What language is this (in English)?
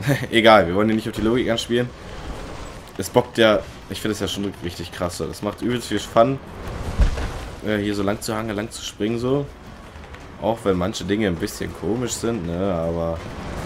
German